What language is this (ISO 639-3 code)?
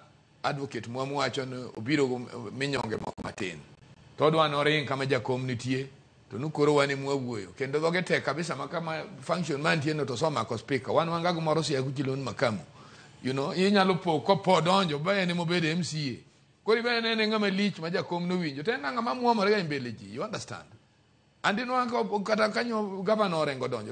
luo